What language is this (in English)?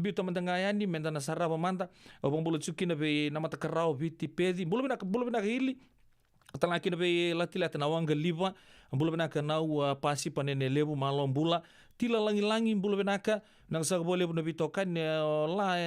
Fijian